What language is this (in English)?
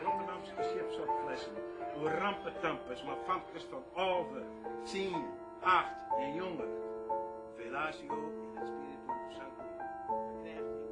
Western Frisian